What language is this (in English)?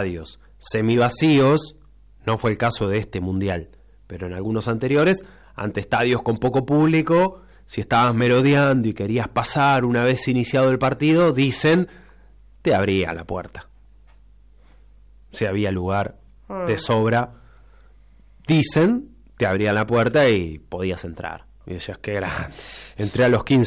Spanish